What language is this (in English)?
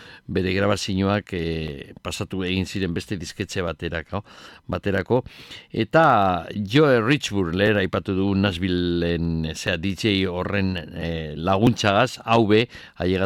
Basque